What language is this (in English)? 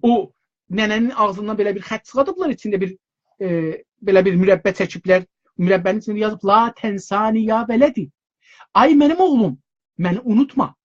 South Azerbaijani